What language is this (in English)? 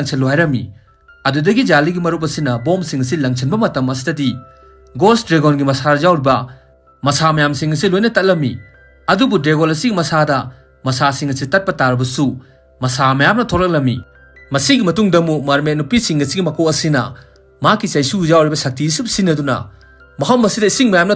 Manipuri